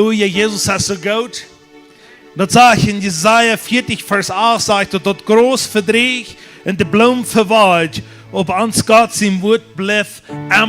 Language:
Plautdietsch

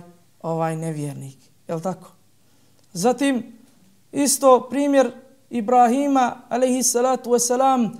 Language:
Bosnian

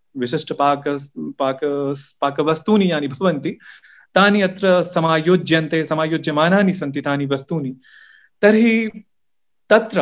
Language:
Sanskrit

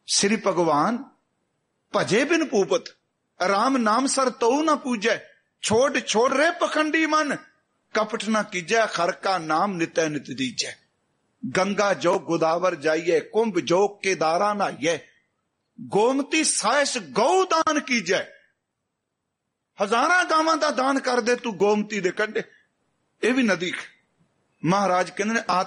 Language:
Punjabi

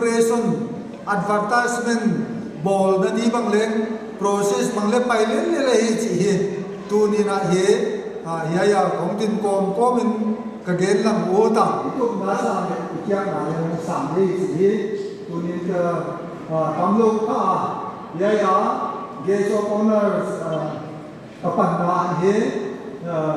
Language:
Paite Chin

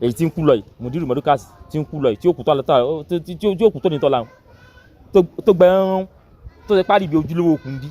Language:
Yoruba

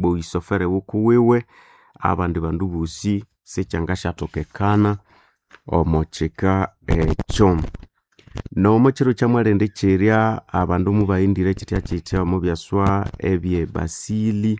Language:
Nande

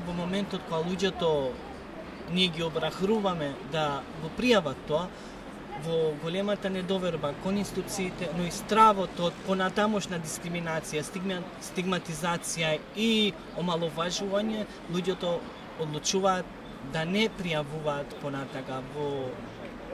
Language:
Macedonian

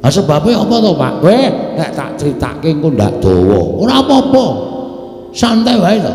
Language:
Javanese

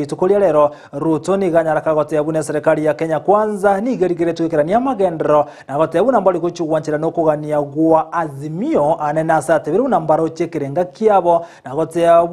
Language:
Gusii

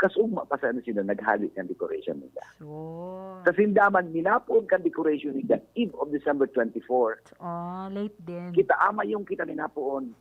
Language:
Bikol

